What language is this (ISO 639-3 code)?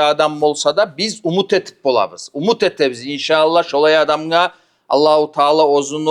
kum